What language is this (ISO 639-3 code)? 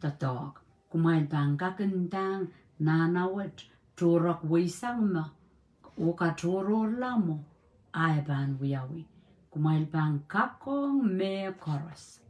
pon